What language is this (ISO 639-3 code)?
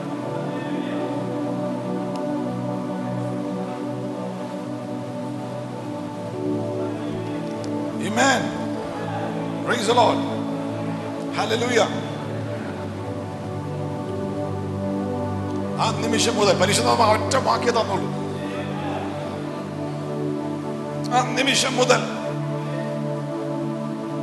mal